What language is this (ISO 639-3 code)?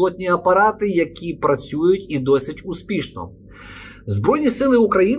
ukr